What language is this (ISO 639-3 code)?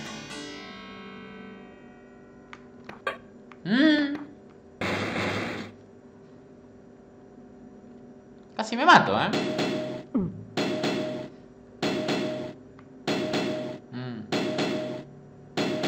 spa